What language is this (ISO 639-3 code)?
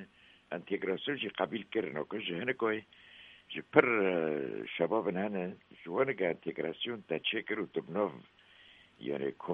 kur